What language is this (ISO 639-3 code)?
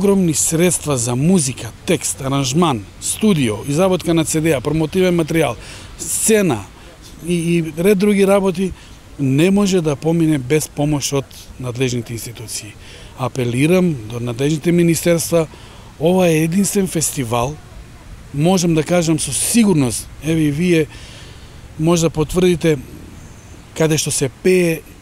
mkd